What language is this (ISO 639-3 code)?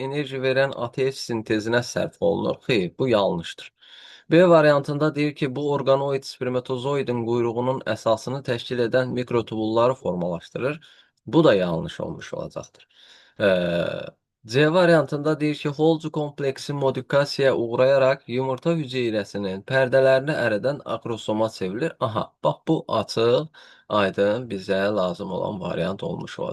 aze